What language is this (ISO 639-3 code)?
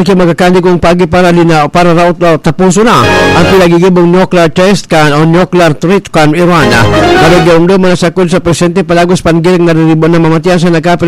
bik